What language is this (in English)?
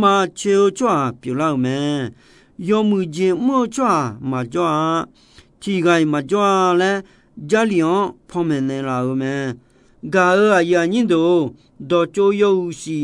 Akha